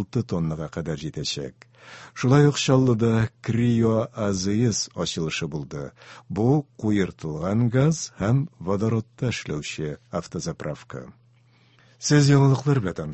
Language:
Tatar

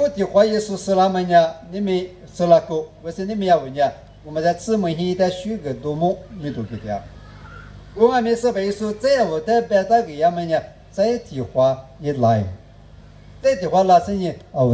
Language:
Lisu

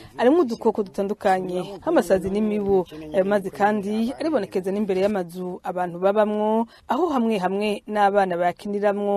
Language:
Rundi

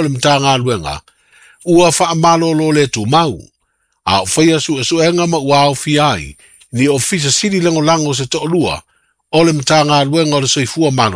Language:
Samoan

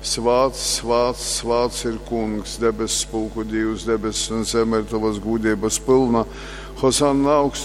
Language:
Latgalian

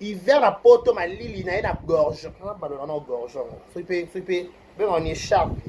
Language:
Lingala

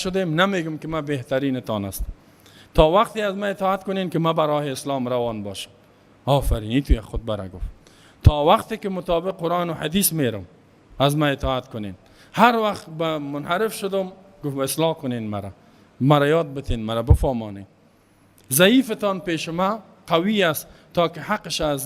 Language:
Persian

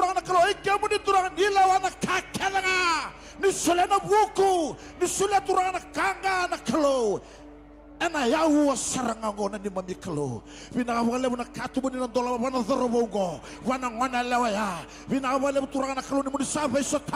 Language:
Fijian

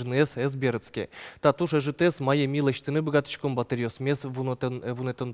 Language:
Udmurt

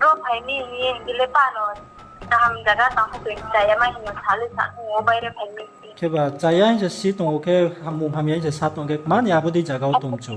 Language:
Riang (India)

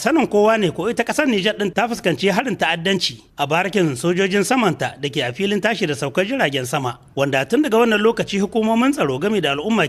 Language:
Hausa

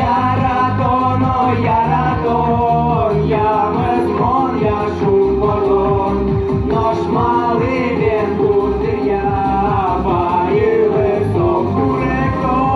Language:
Udmurt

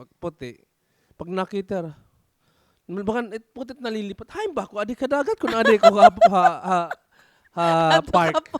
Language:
Waray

